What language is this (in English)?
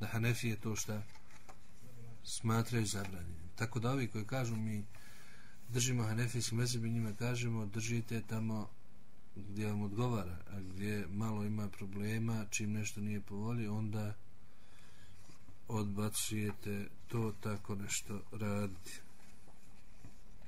Bosnian